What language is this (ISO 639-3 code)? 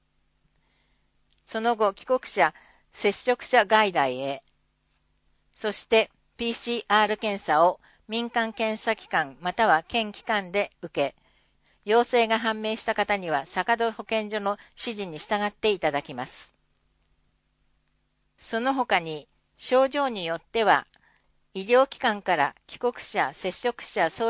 jpn